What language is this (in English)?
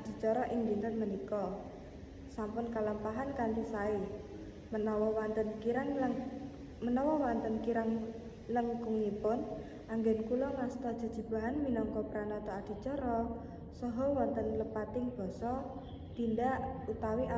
Javanese